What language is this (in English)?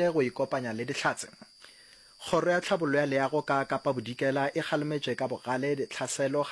Northern Sotho